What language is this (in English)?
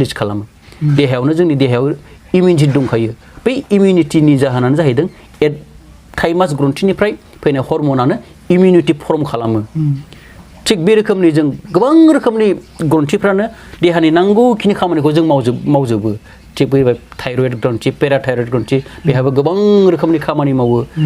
Bodo